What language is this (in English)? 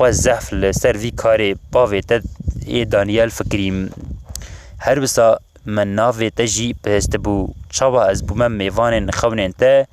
Kurdish